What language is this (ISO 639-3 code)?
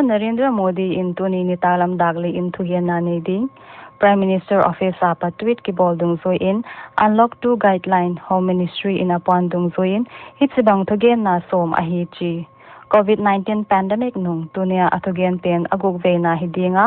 pck